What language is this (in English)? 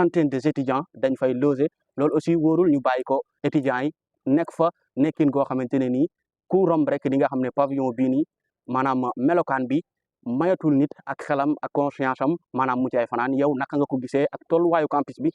Wolof